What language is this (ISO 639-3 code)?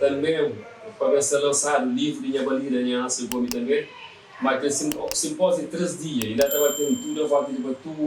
kea